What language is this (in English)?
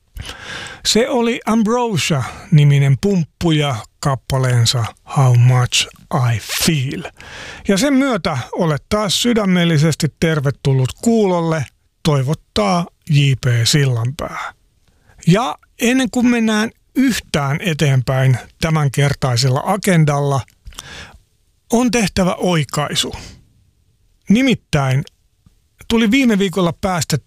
Finnish